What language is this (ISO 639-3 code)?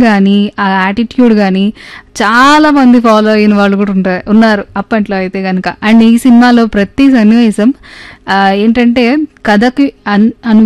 tel